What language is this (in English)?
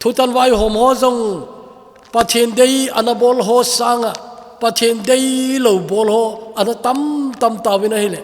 Thado Chin